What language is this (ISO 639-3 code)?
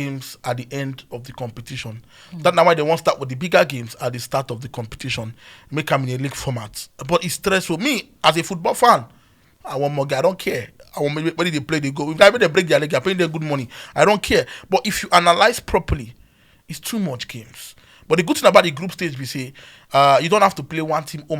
pcm